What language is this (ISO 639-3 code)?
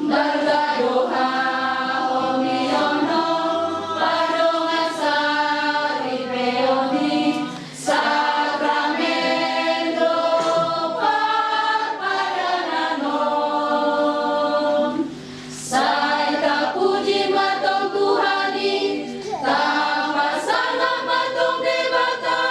bbc